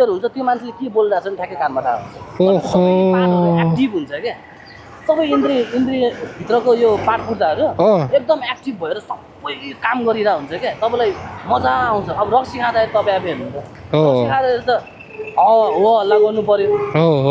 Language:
Nepali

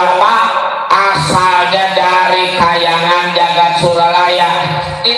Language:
Betawi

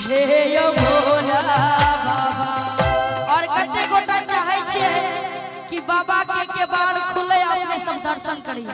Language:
Maithili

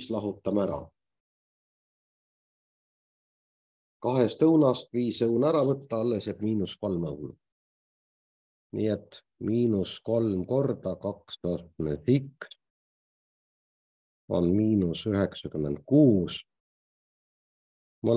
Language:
Estonian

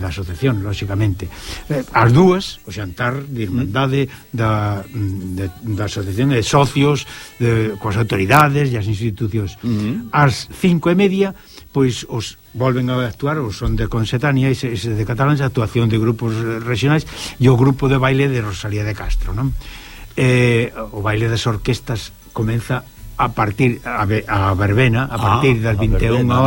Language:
Galician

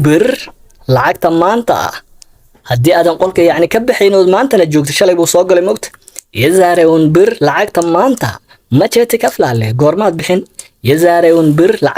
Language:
Somali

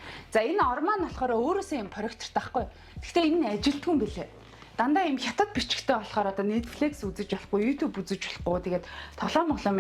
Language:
Mongolian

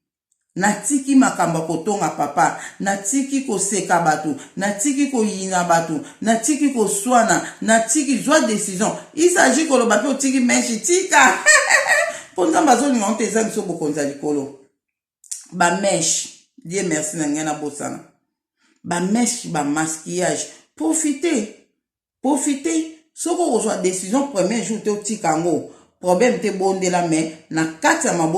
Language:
Lingala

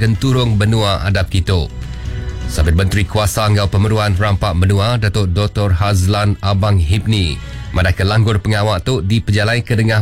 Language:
Iban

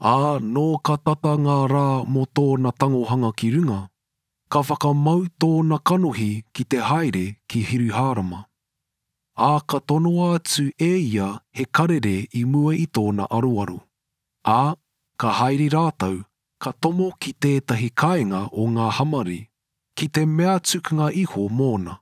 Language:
Māori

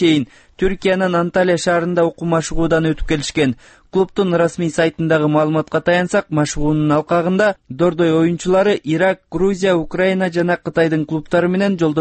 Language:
Kyrgyz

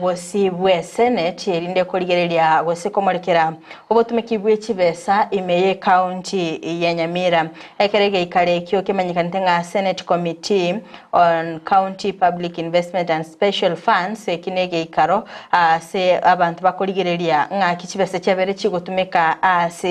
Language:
Gusii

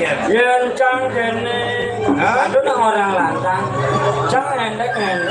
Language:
Balinese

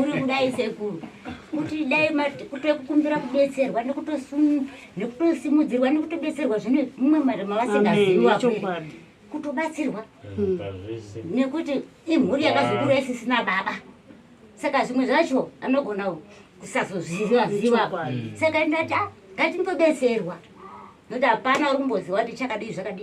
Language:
Shona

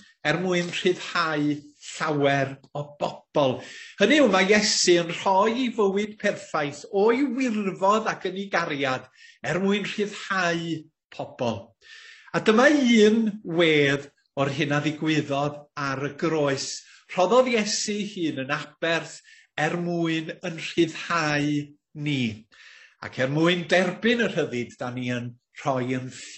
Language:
Welsh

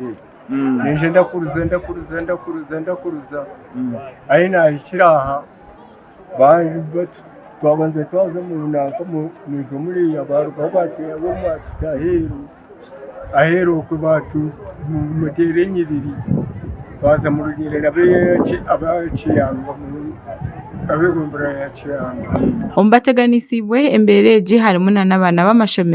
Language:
Nyankole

